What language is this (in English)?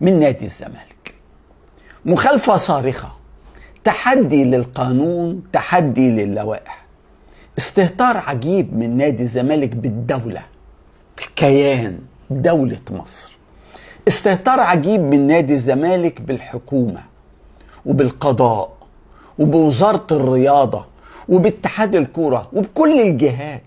Egyptian Arabic